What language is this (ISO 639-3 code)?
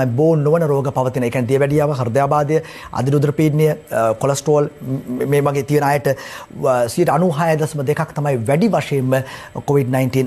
sin